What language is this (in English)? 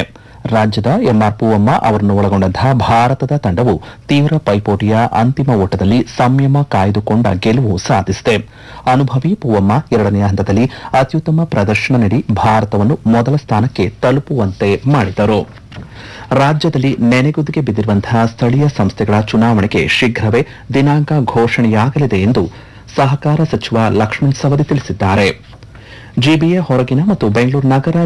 Kannada